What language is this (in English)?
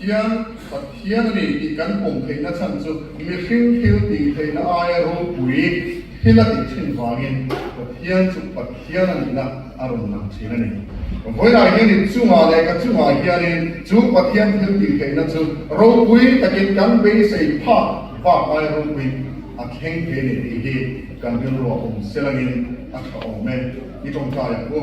Mizo